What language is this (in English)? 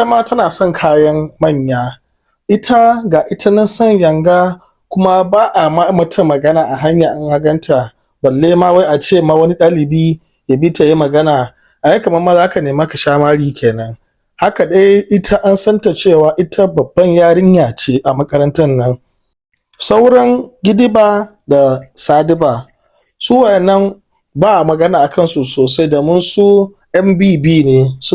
Hausa